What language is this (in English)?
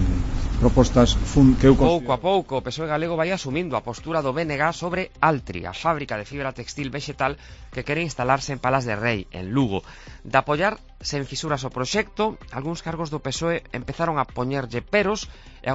Galician